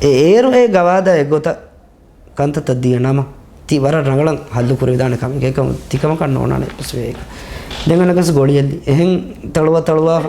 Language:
Divehi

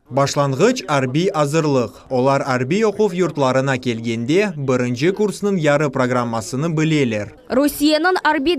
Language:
Crimean Tatar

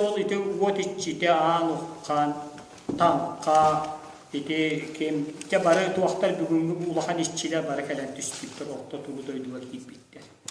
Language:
Yakut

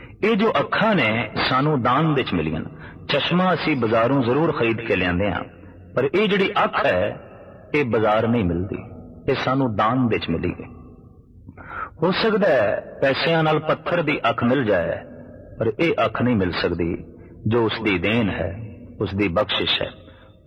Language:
Punjabi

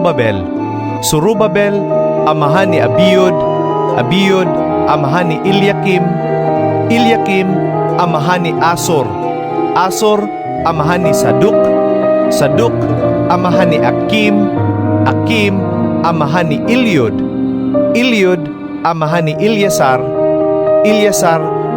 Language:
Cebuano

